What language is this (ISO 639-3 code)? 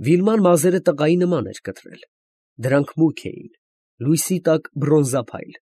hye